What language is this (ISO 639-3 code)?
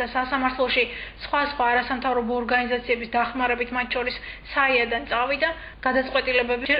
kat